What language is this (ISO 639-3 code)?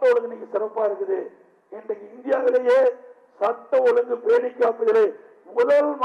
tam